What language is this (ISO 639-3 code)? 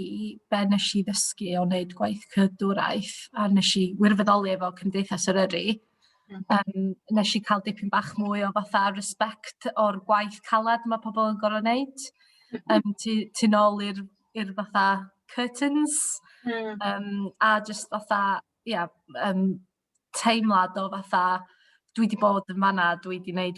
cym